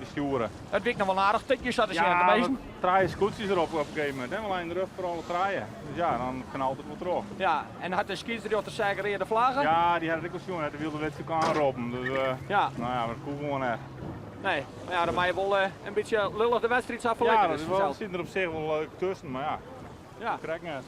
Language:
Western Frisian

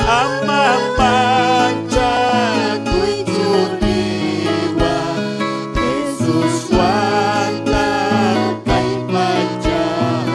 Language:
Ayacucho Quechua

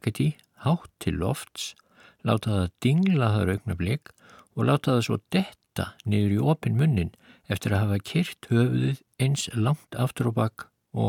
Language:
Icelandic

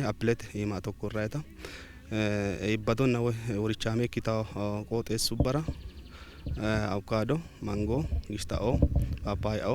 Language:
Sidamo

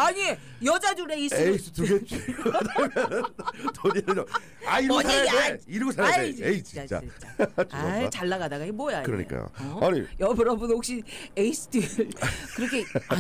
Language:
Korean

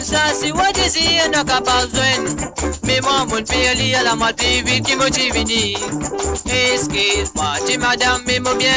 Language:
Morisyen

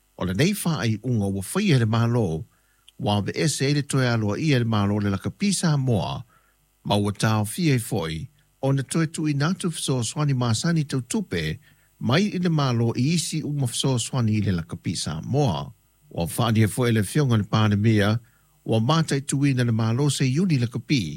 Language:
Samoan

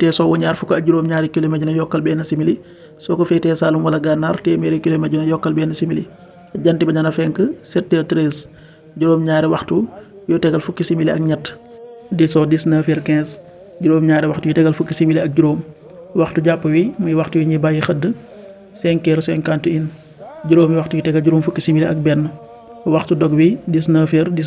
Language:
Wolof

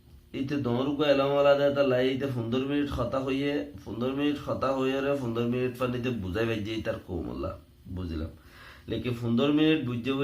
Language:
Rohingya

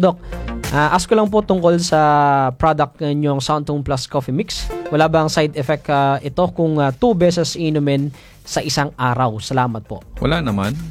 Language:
Filipino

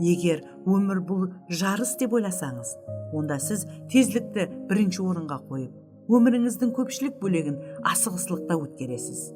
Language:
Kara-Kalpak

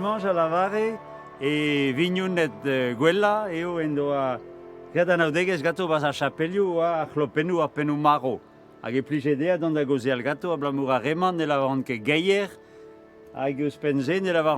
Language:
Breton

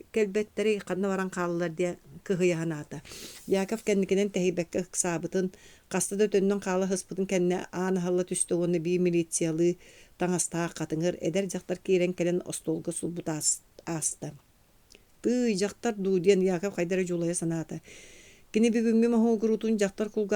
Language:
Yakut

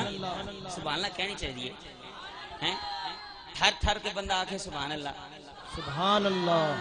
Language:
Saraiki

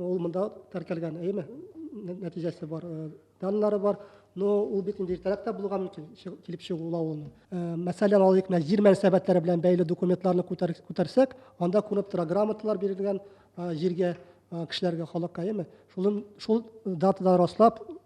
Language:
Tatar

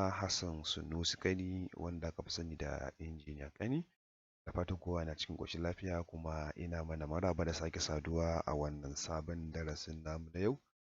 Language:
Hausa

